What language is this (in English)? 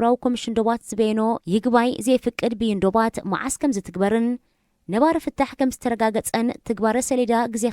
Tigrinya